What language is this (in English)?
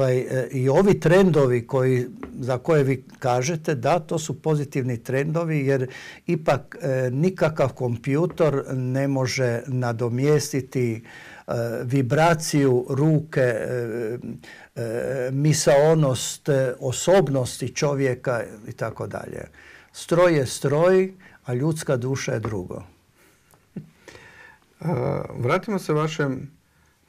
Croatian